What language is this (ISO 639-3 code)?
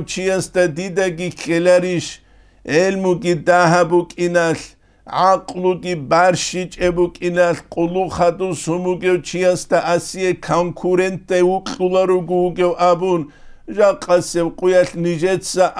ava